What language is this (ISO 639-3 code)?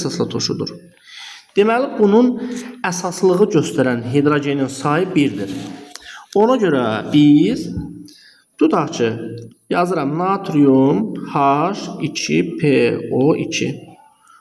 aze